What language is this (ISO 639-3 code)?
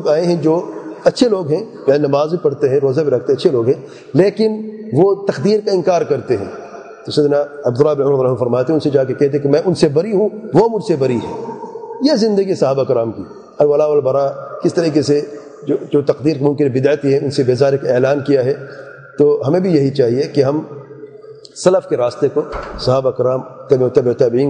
urd